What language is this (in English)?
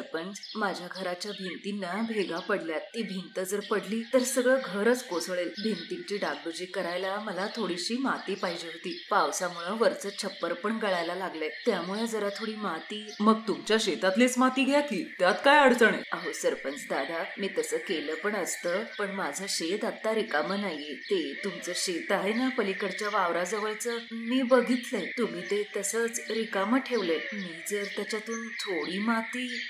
Marathi